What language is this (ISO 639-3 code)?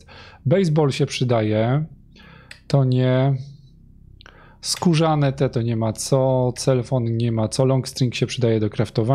pol